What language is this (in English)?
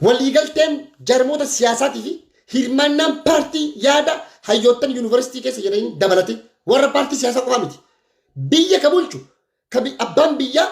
Oromo